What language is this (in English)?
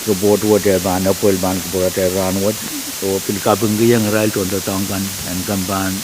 Pohnpeian